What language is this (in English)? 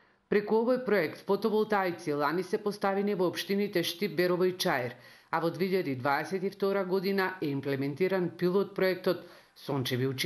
Macedonian